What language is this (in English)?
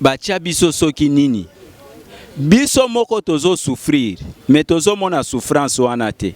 Lingala